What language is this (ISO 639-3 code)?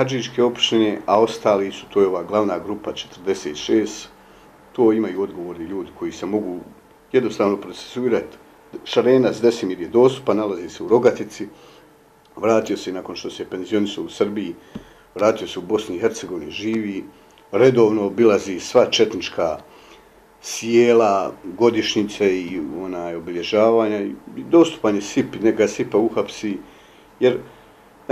bos